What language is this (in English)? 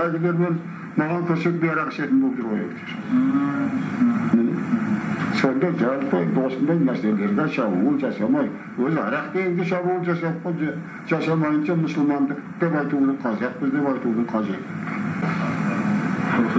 Kazakh